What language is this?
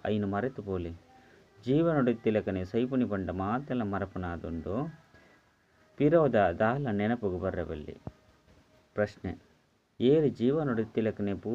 Tulu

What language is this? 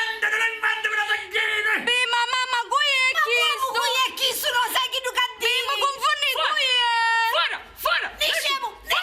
Sicilian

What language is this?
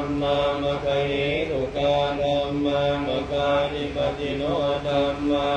Pali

